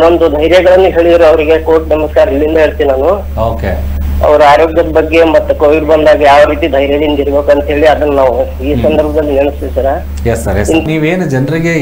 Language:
Kannada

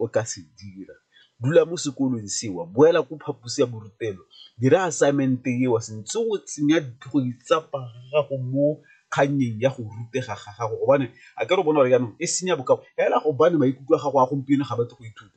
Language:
Tswana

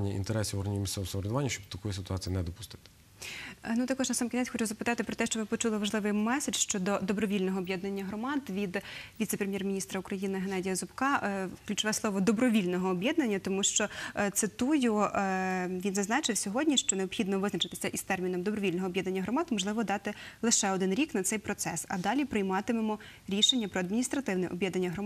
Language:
Ukrainian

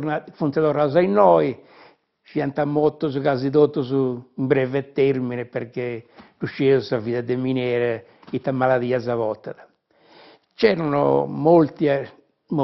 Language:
Sardinian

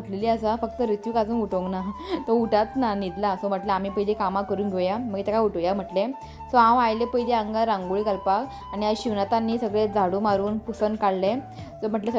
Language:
Konkani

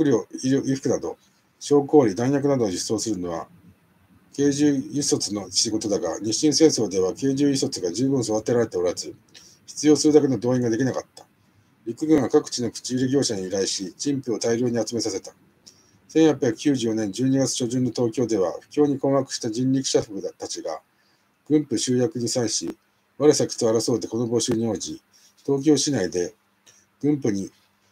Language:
Japanese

